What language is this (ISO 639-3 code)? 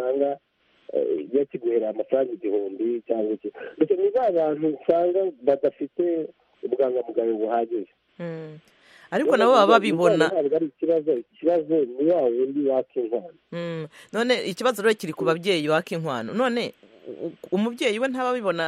kin